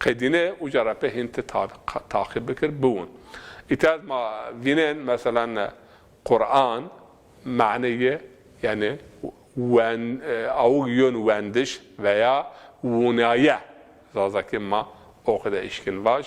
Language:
Zaza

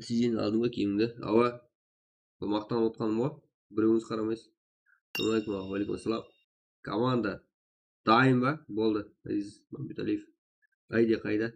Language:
Kara-Kalpak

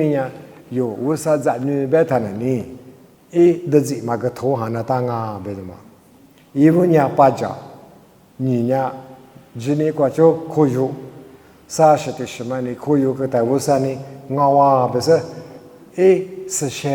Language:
Lisu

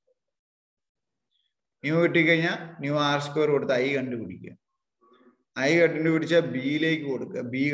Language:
Malayalam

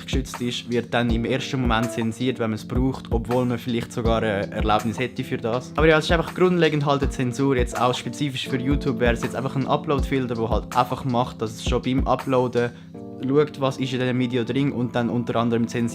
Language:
Swiss German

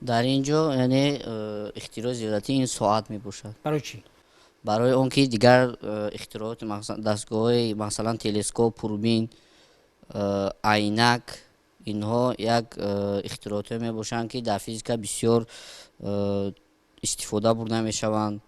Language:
Tajik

